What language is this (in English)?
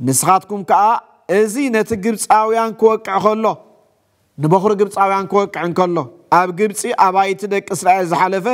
Tigrinya